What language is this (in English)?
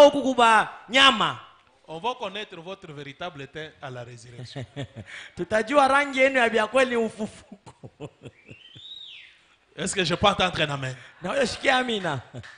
Swahili